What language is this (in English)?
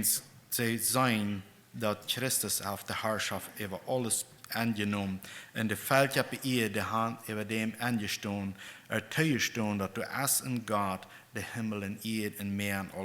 Plautdietsch